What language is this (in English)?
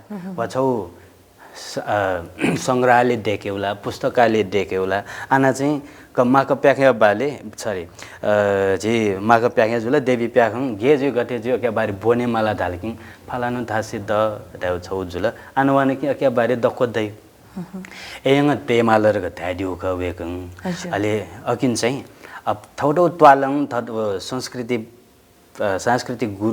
Newari